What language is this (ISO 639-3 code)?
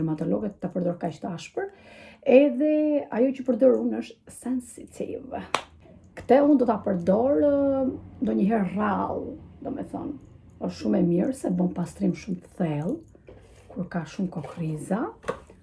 sqi